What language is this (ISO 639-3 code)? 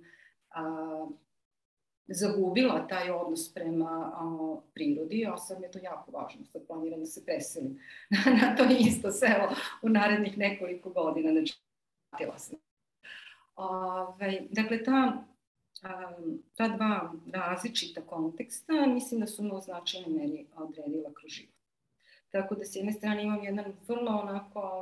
srp